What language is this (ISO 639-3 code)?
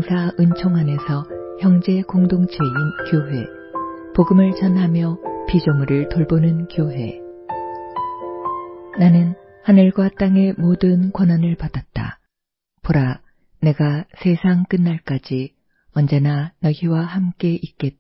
kor